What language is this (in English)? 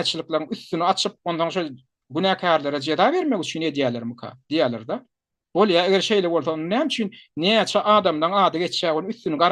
Turkmen